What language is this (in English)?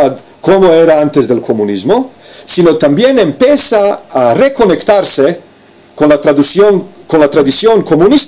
Ladino